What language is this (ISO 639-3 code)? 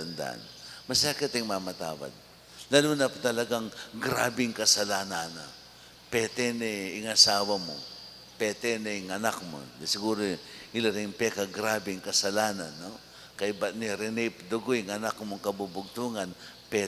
pam